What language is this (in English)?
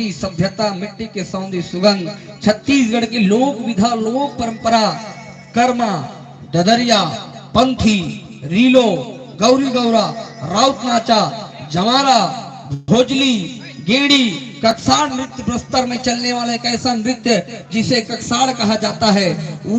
Chhattisgarhi